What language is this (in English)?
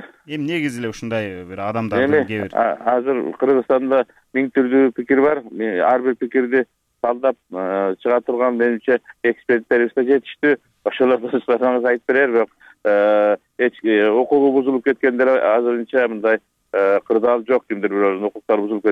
Kyrgyz